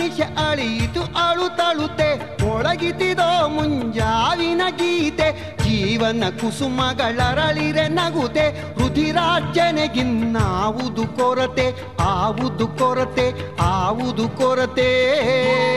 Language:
Kannada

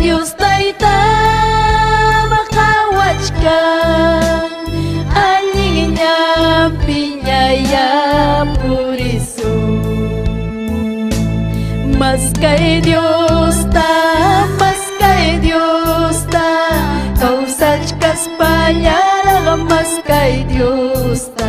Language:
Ayacucho Quechua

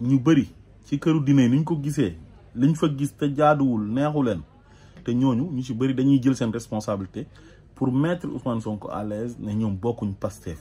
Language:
Wolof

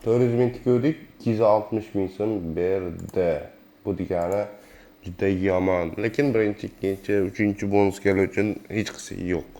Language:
Uzbek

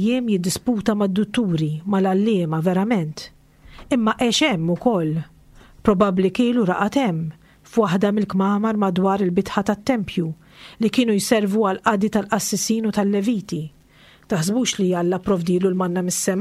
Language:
Maltese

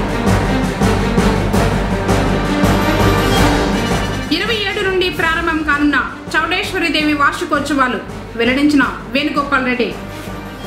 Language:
Telugu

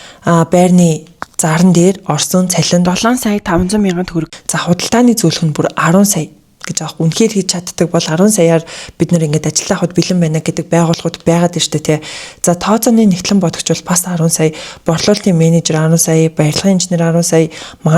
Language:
Mongolian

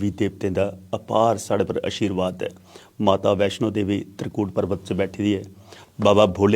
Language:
Dogri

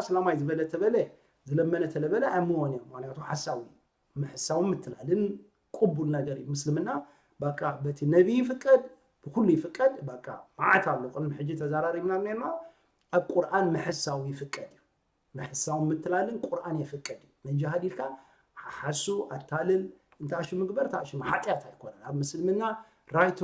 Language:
Tigrinya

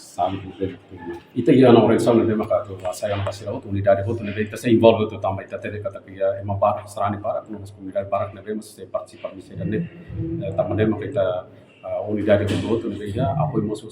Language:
Tetum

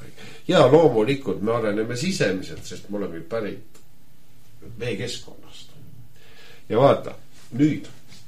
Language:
Estonian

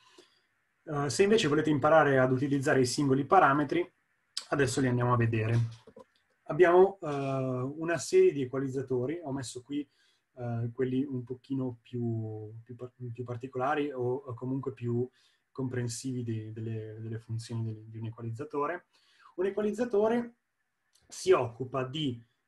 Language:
Italian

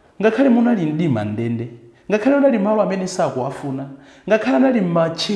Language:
Nyanja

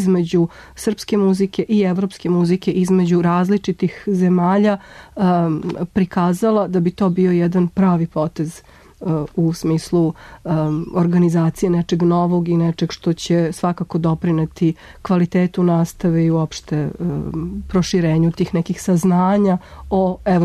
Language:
Serbian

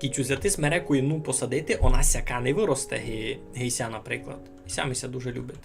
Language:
Rusyn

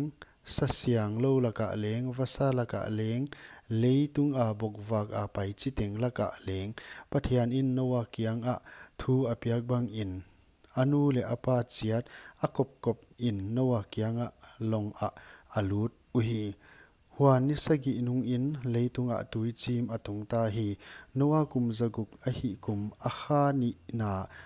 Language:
Paite Chin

